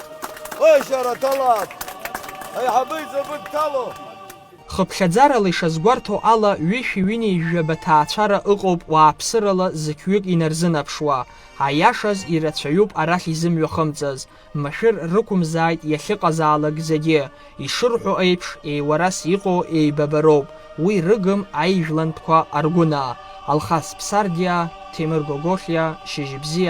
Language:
Abkhazian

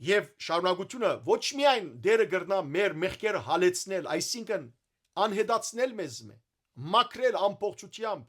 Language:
Western Armenian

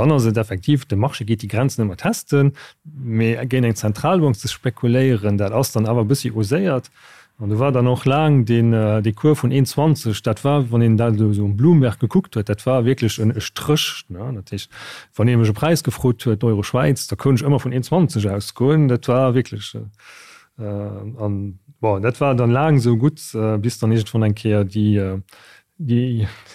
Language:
Luxembourgish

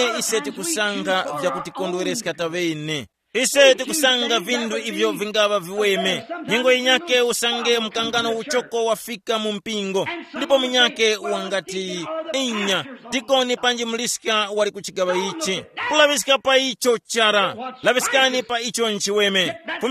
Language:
Tumbuka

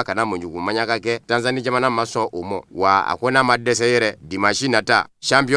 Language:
Bambara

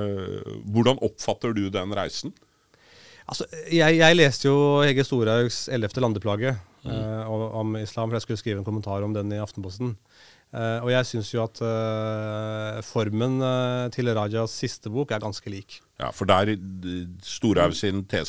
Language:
Norwegian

